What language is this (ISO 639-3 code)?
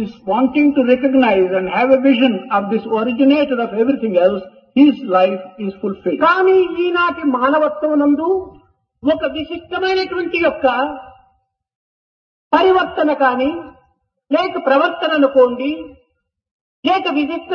tel